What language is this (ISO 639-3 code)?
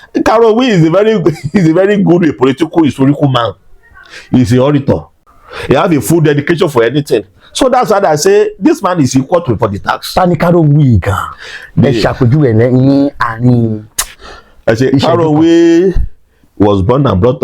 yor